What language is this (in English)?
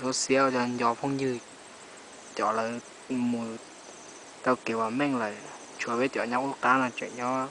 Hmong